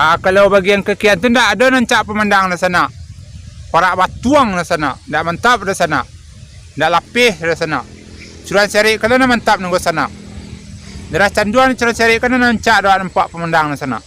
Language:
Minangkabau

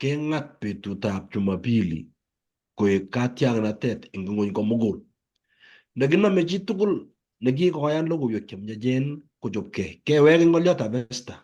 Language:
Kalenjin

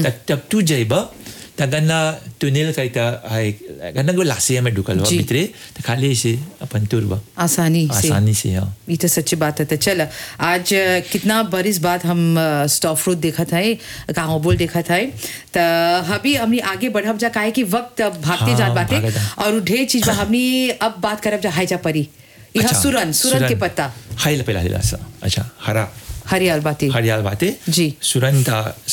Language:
Bhojpuri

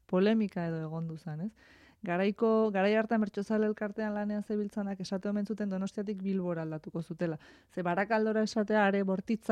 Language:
Basque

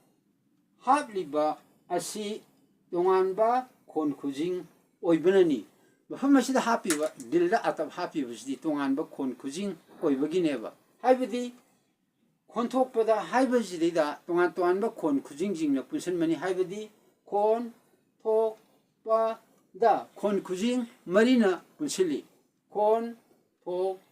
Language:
Manipuri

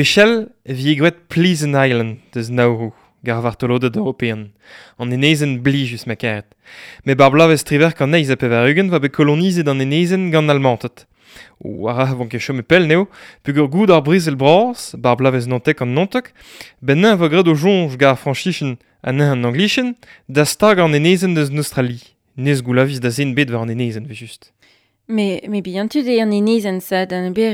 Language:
Breton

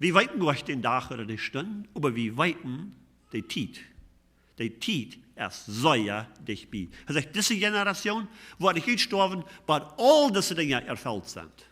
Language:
Plautdietsch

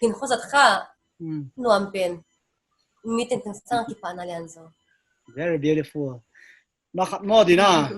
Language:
Paite Chin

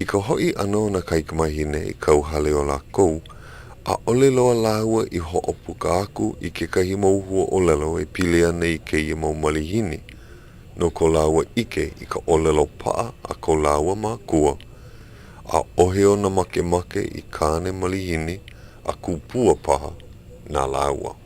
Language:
Hawaiian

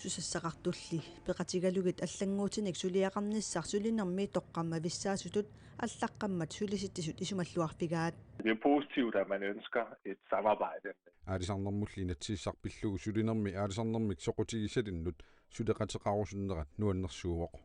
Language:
Kalaallisut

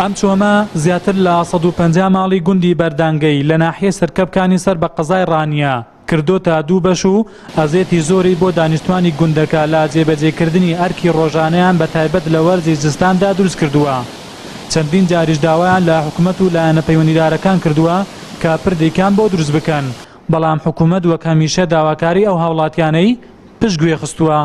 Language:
Central Kurdish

